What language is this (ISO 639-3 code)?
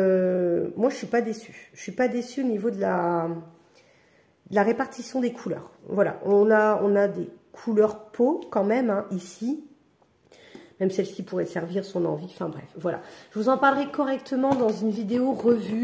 fra